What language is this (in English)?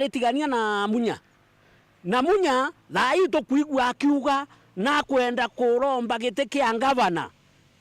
Meru